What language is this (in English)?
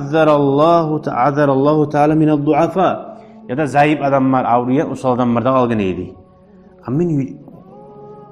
Kumyk